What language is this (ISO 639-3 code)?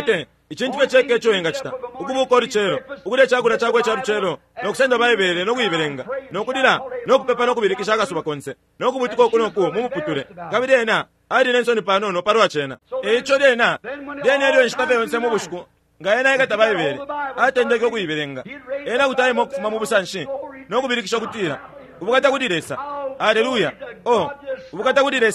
bem